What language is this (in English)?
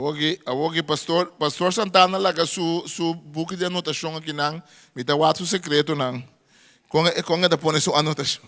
Papiamento